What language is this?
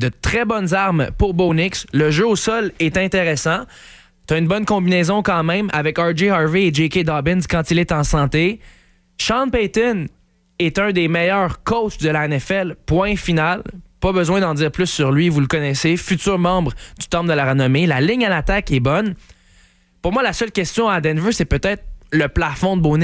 French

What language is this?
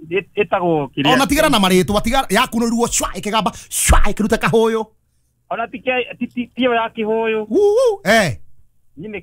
Kikuyu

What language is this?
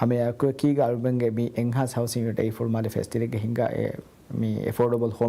Divehi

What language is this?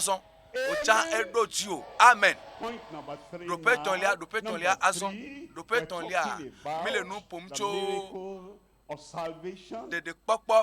Ewe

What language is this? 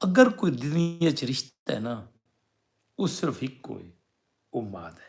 Saraiki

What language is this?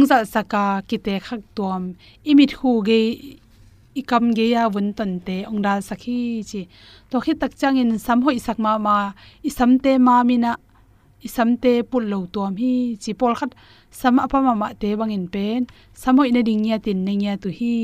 Tedim Chin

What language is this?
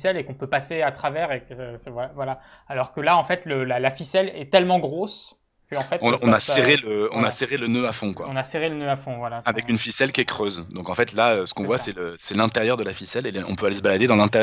French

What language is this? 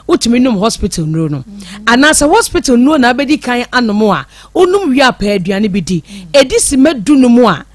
Akan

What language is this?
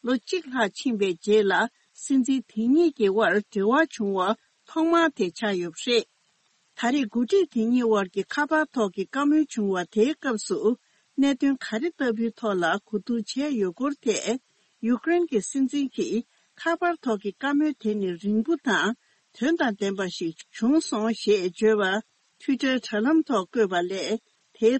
Tibetan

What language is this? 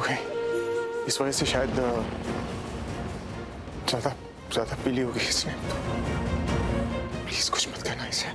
Hindi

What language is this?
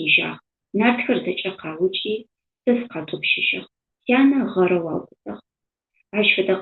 Adyghe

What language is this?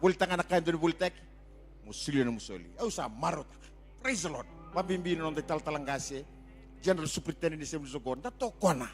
Fijian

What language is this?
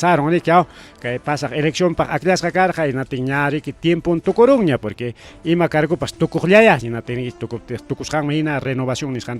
Ayacucho Quechua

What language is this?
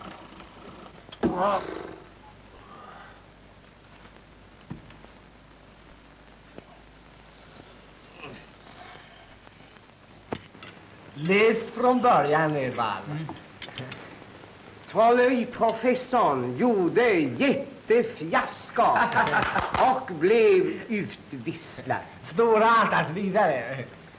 Swedish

